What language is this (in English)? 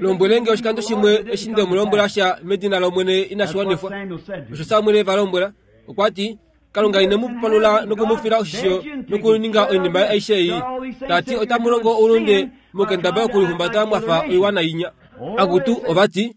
Kuanyama